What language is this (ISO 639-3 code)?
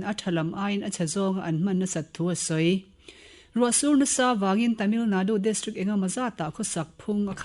lus